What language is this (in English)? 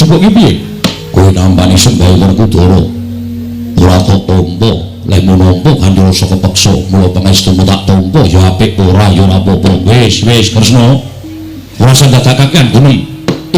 Javanese